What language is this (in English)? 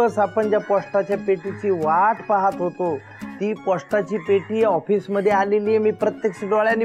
Marathi